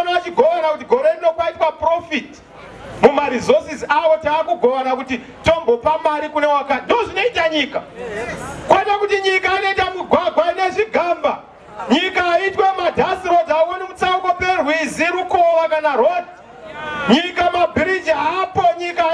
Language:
Shona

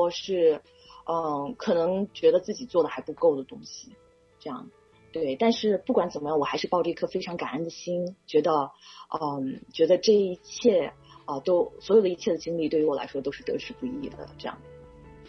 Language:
Chinese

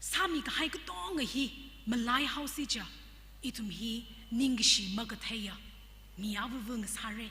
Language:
Tangkhul Naga (India)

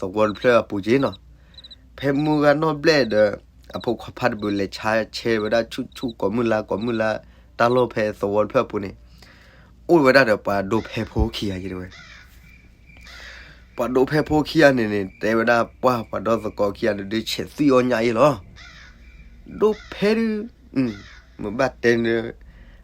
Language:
S'gaw Karen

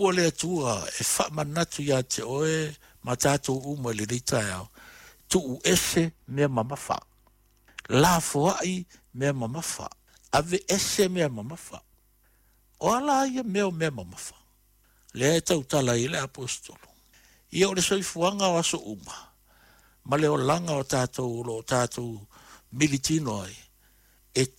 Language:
Samoan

